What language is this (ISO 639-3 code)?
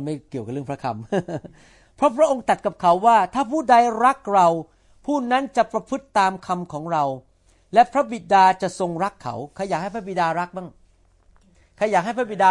tha